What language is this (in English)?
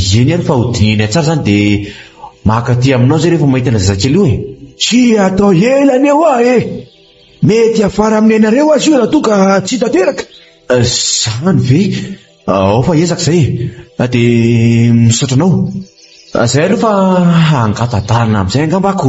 Malagasy